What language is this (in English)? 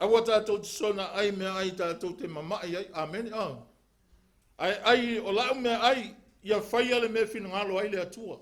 Samoan